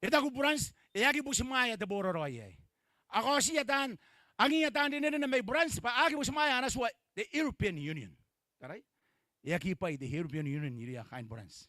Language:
Gilbertese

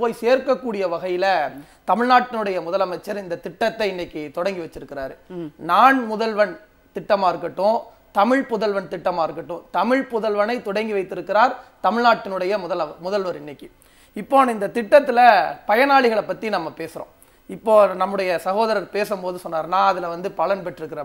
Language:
Tamil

